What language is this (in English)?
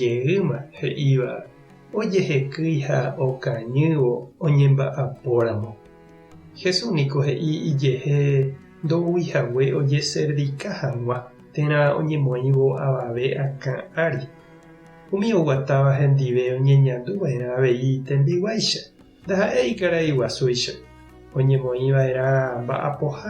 Guarani